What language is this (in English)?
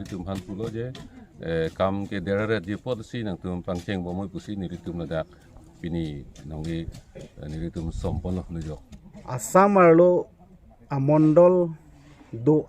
Karbi